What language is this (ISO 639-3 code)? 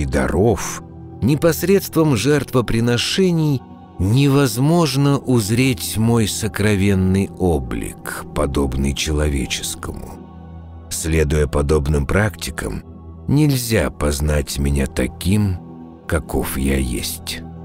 rus